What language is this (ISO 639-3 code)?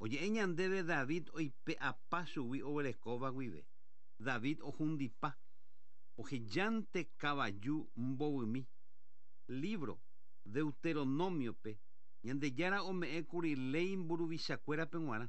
grn